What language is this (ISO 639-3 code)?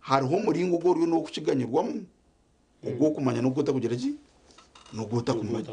nyn